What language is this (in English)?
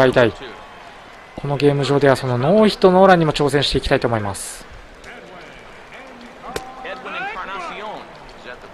Japanese